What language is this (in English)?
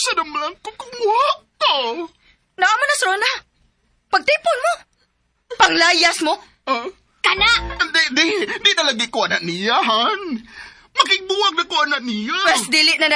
Cebuano